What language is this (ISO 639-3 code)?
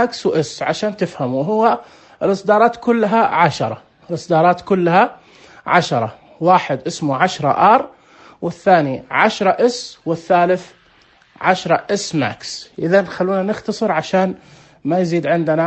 ars